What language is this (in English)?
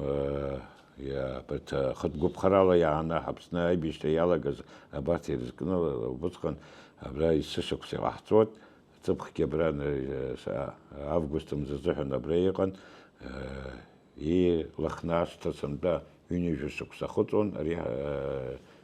Abkhazian